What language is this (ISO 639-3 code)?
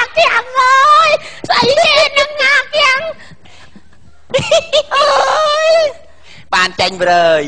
khm